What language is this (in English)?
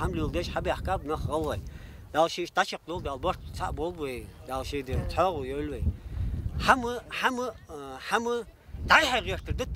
Ingush